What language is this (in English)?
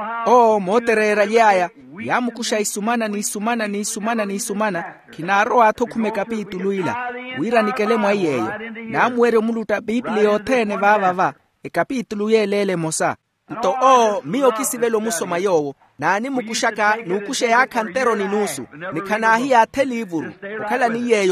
Makhuwa